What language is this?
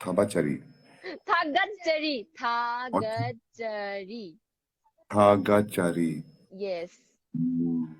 Manipuri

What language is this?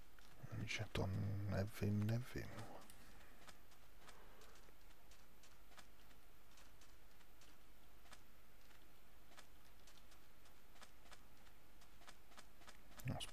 Czech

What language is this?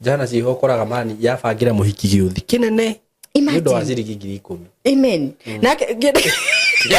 Kikuyu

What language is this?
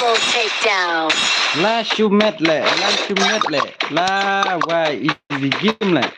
Khasi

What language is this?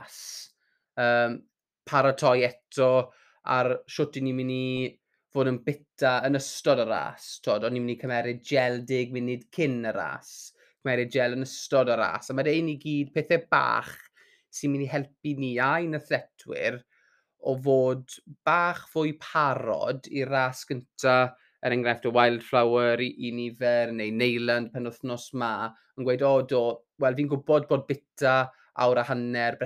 Welsh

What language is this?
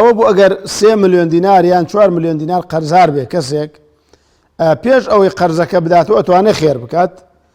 Central Kurdish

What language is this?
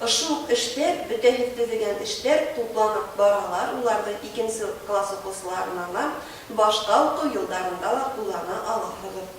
Bashkir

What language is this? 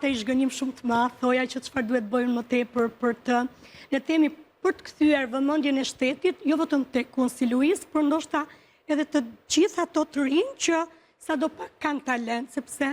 Albanian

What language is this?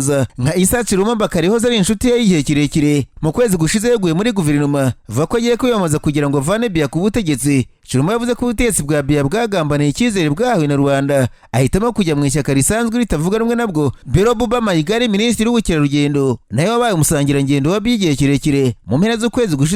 Kinyarwanda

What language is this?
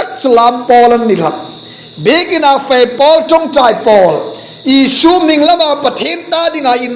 Hmar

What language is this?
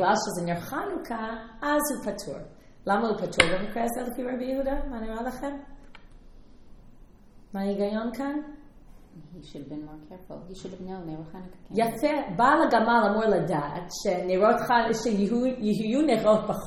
Hebrew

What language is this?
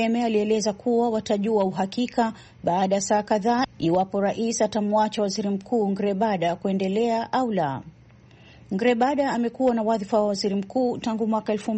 Swahili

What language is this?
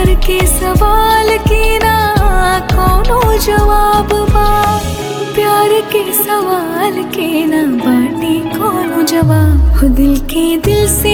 Bhojpuri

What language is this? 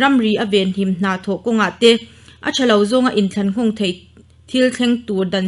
Mizo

